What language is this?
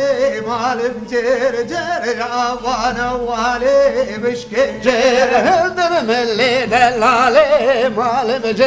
Kurdish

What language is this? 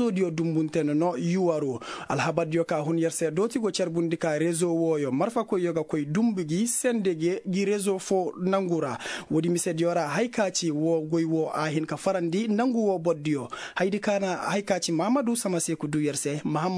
Koyraboro Senni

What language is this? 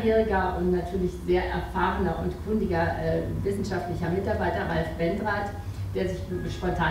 German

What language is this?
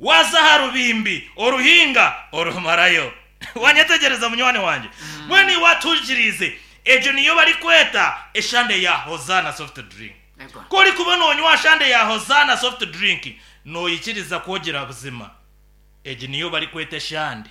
Nyankole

